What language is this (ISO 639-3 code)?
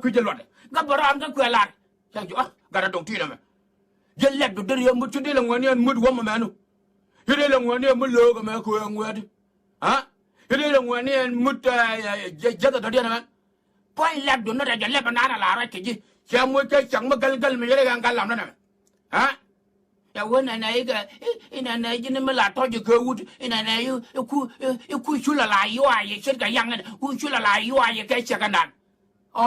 nus